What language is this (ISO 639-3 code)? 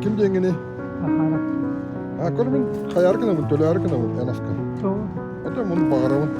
sah